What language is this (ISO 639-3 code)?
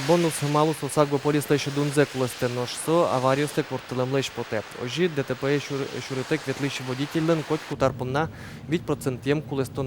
udm